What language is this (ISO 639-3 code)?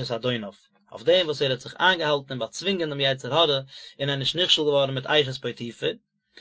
yid